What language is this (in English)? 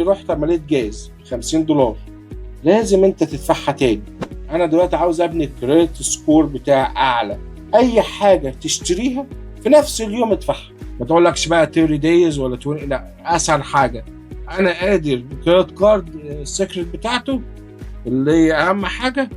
Egyptian Arabic